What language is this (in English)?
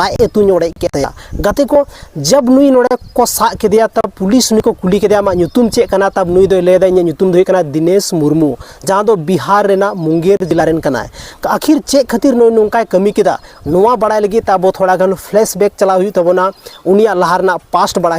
Santali